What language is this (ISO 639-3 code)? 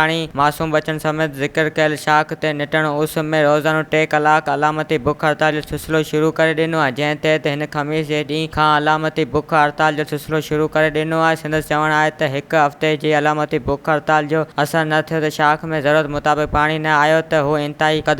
snd